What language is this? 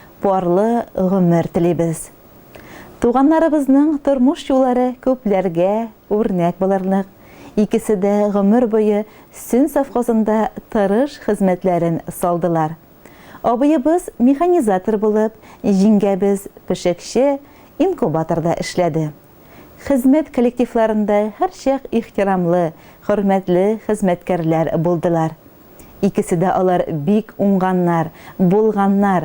Tatar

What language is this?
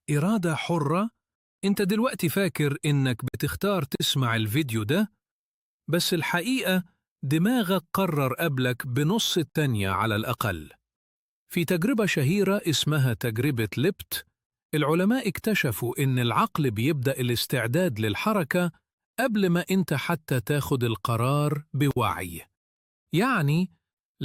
Egyptian Arabic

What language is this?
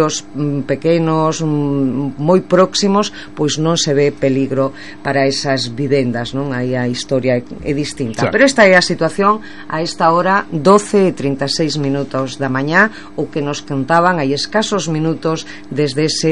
Galician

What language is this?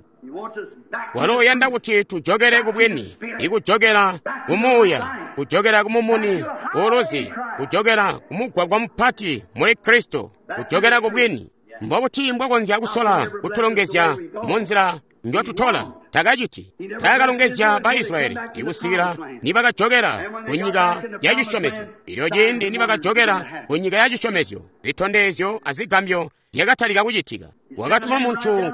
Tonga (Zambia)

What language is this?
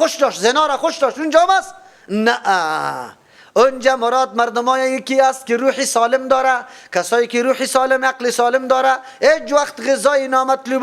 Persian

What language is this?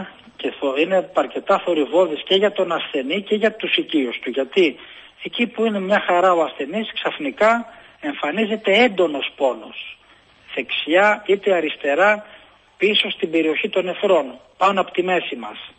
Greek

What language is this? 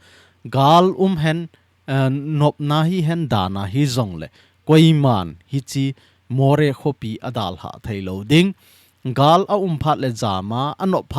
Thado Chin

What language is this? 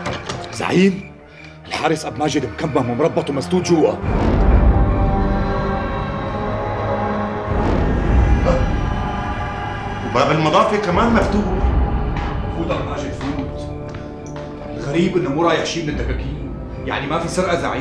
North Levantine Arabic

